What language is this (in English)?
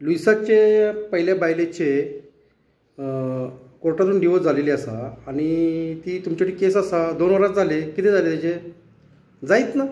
Konkani